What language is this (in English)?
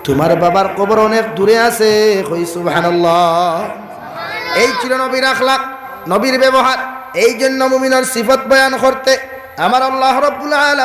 Sylheti